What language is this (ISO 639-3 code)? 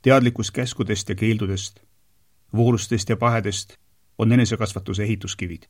est